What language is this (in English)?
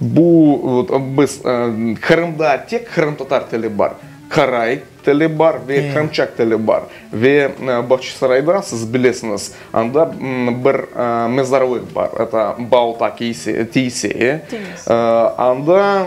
Crimean Tatar